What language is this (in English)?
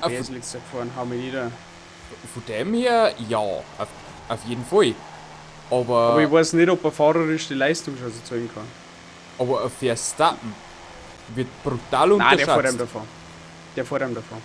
Bavarian